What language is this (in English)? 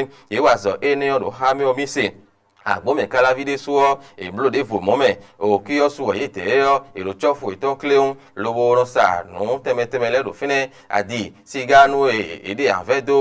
Fon